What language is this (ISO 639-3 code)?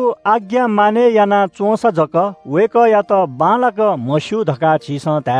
new